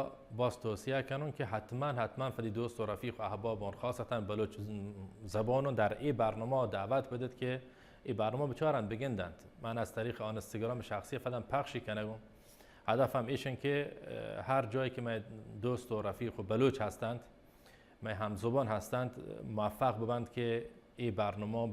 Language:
Baluchi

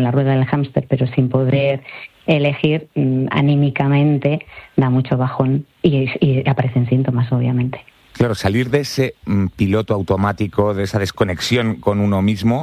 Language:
Spanish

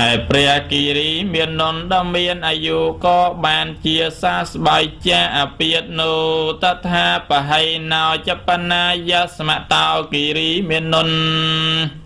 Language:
Khmer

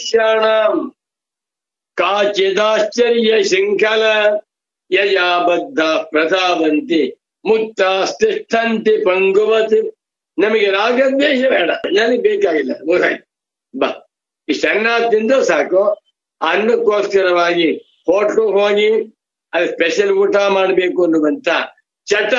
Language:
Kannada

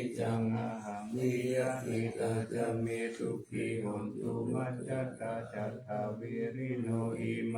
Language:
Pali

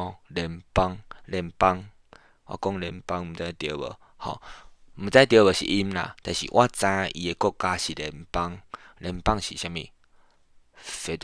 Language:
Min Nan Chinese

